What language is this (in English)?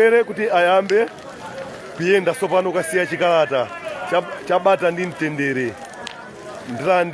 Nyanja